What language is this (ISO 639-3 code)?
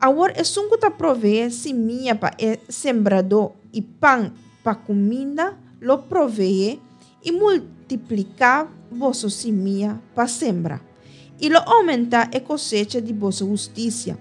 pap